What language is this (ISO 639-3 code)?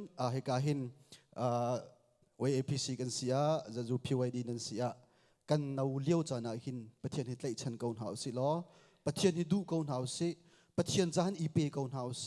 cnh